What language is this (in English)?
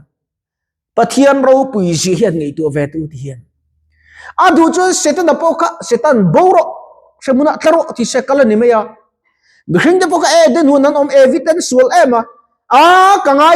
Mizo